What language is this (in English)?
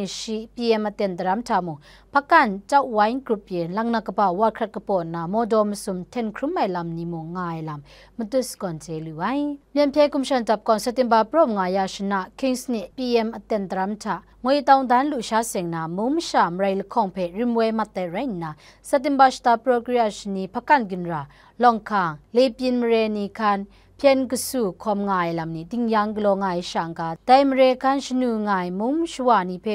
Kachin